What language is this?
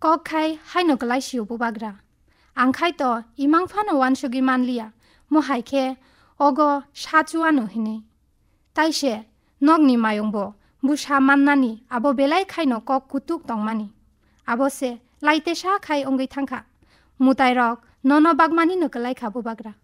Kok Borok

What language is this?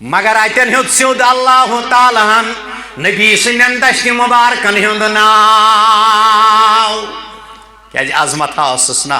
Kashmiri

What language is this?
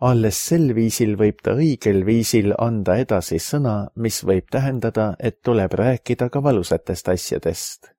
Estonian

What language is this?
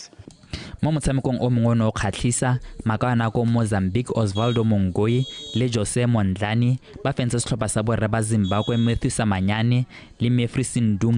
Tswana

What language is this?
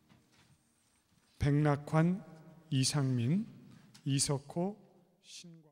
Korean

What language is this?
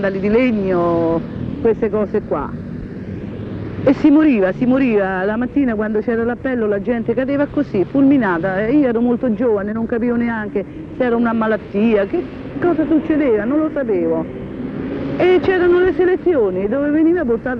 Italian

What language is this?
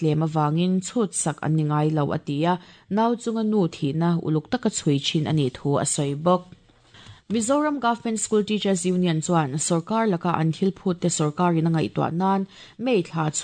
Mizo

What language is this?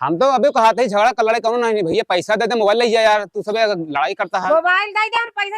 Awadhi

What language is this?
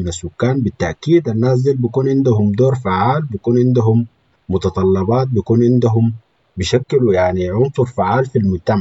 Sudanese Arabic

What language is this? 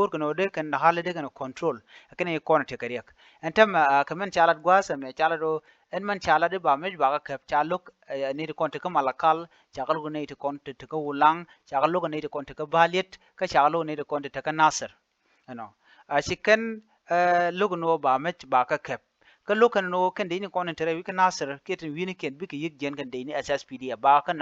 Nuer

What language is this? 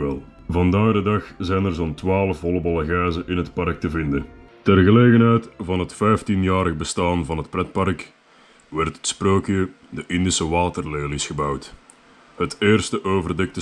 Dutch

